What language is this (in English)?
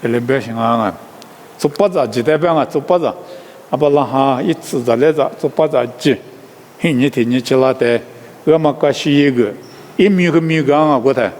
Lisu